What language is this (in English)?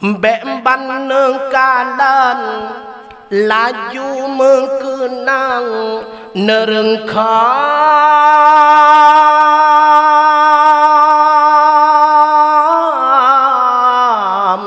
Achinese